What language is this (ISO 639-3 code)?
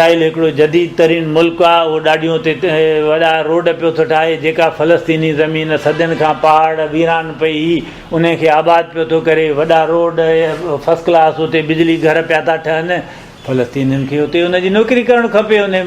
snd